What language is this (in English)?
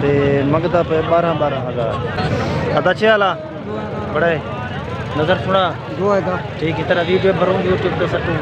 Saraiki